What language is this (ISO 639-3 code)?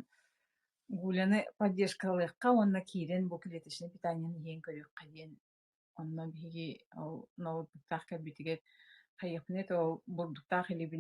sah